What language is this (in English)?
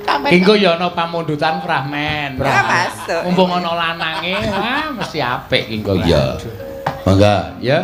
Javanese